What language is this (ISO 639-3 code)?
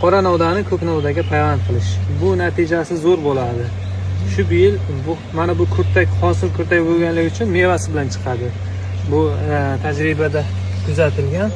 uzb